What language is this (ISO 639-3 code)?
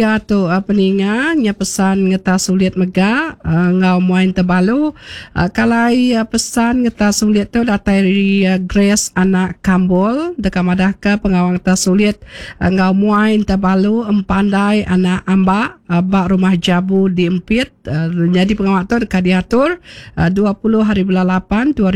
iba